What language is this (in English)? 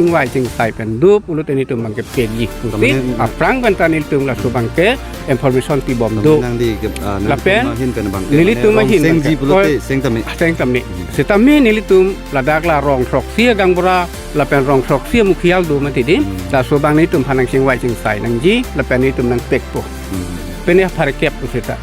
Karbi